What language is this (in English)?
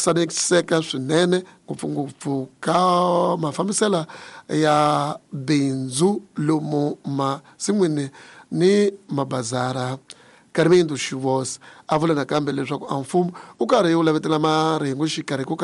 Tsonga